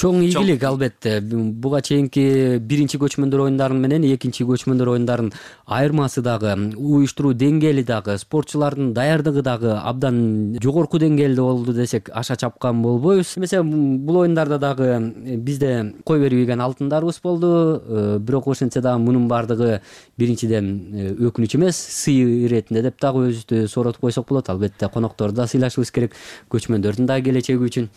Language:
Kyrgyz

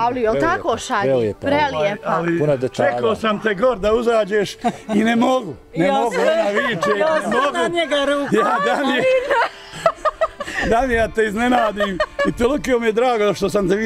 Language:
Bosnian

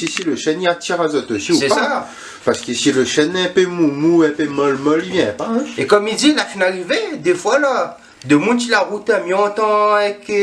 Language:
Réunion Creole French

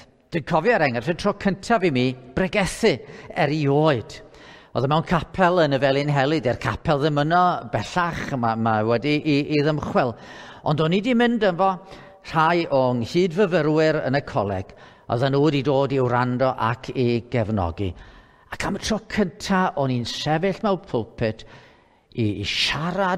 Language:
Welsh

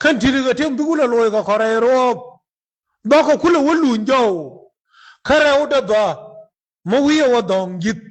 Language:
Nuer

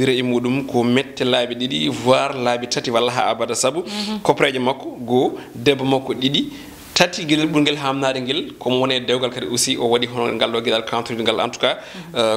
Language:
Fula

